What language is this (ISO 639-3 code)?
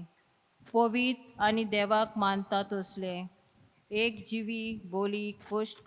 kok